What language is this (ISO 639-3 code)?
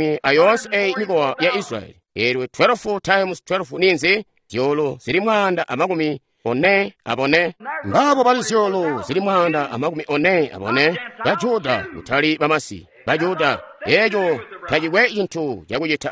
toi